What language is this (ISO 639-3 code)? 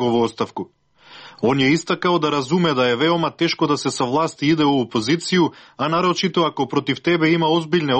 srp